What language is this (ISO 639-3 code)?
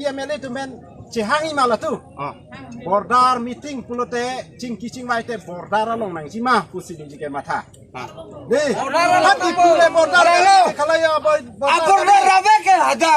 mjw